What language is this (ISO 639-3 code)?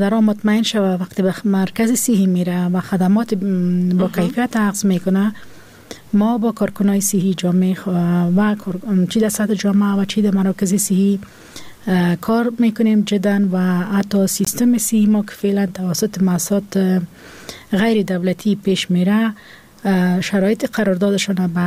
fas